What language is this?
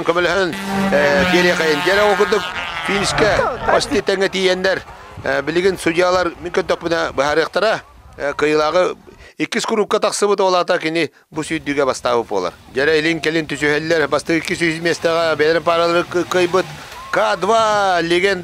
Yakut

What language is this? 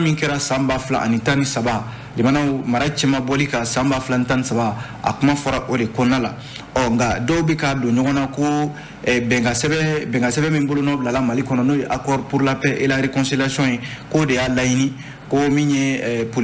Bambara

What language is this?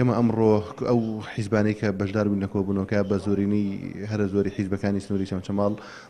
Central Kurdish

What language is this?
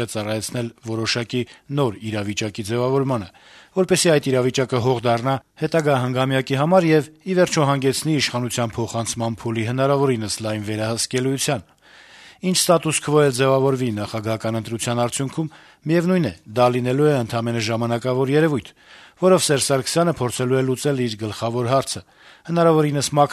Armenian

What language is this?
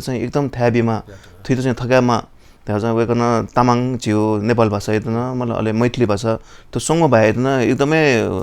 Newari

